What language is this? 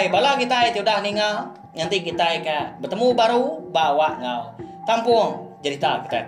Iban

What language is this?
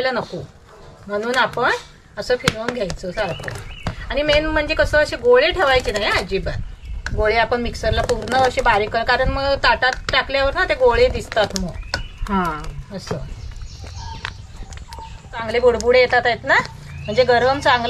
Marathi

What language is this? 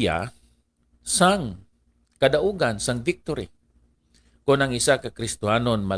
Hiligaynon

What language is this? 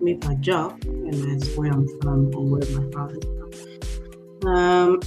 Acoli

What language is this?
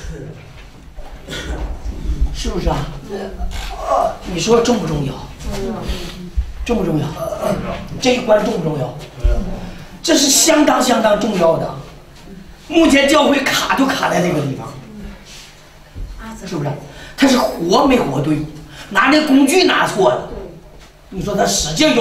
Chinese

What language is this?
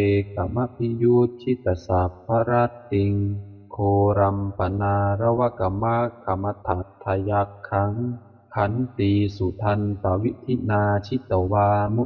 Pali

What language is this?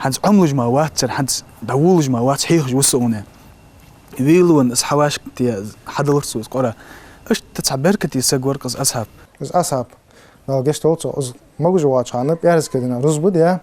Ingush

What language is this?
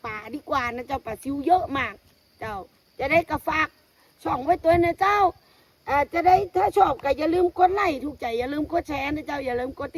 Lao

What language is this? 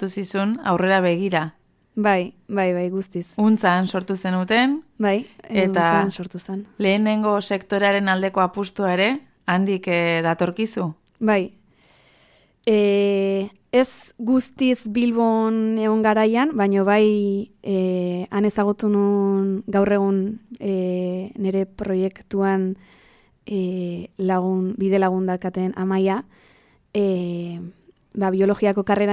Basque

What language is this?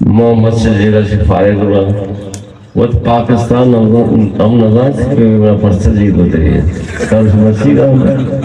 Eastern Balochi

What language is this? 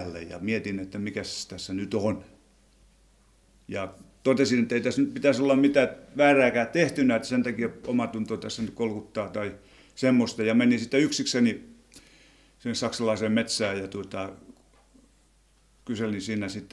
Finnish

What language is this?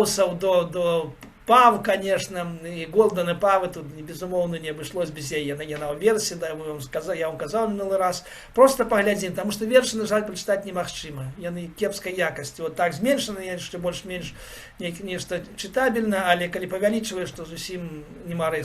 Belarusian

